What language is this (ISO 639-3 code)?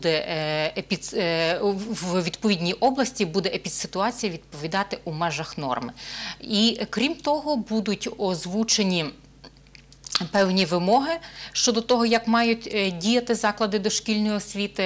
ukr